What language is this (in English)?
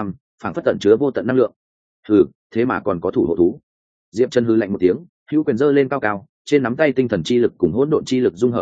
Vietnamese